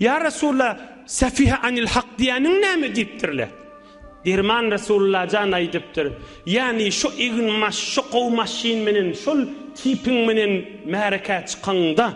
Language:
Turkmen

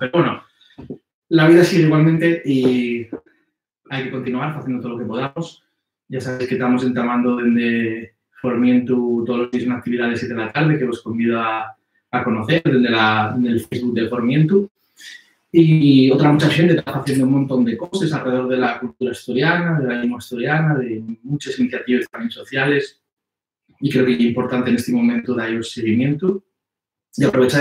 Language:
Asturian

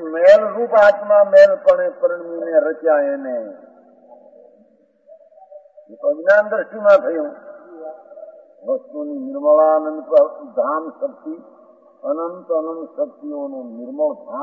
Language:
Gujarati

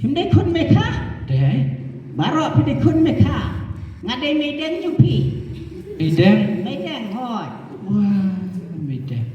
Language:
Khasi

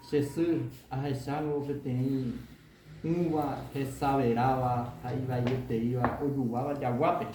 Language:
Guarani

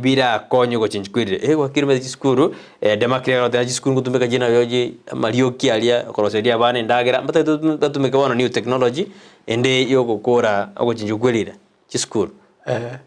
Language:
Gusii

